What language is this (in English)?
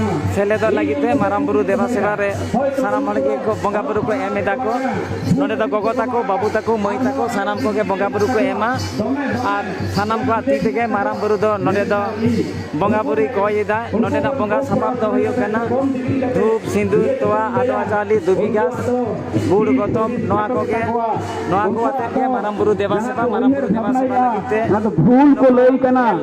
Santali